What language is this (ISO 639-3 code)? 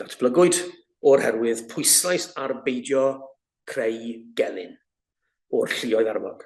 cym